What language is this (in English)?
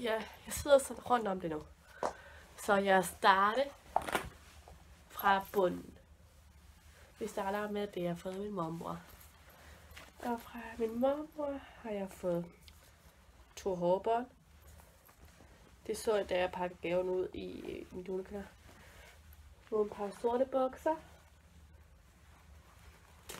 Danish